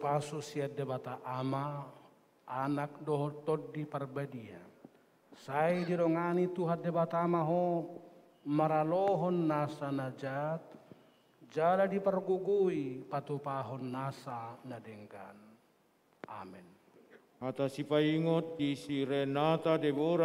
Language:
Batak Toba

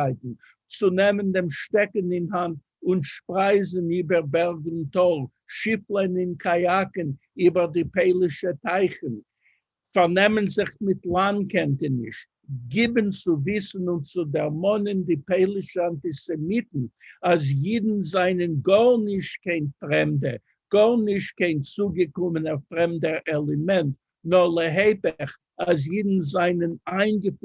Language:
Yiddish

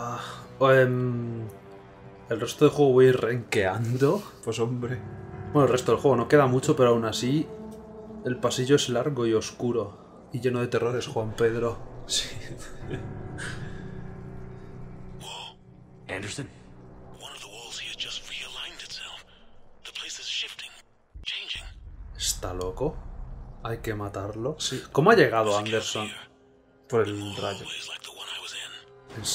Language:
Spanish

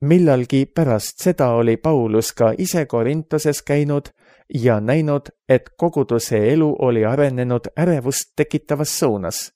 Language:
Estonian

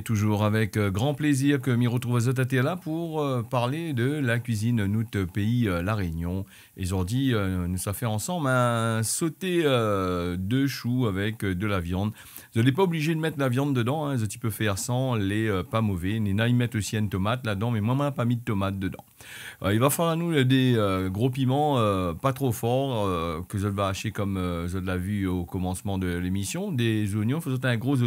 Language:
Réunion Creole French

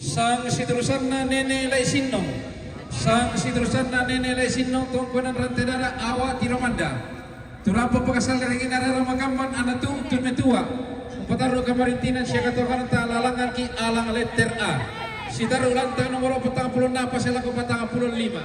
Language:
Toraja-Sa'dan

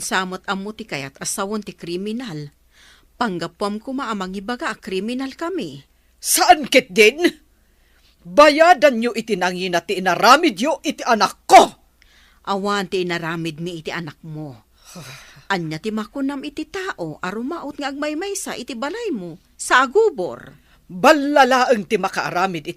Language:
Iloko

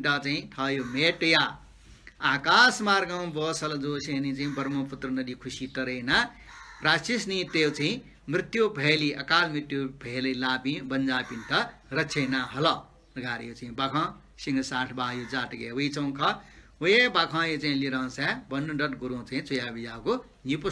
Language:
Newari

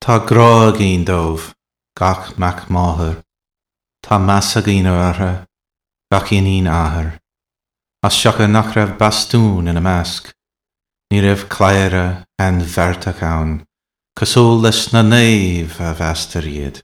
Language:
Irish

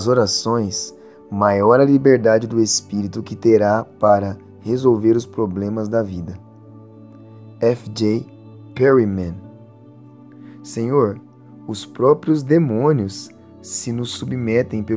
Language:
Portuguese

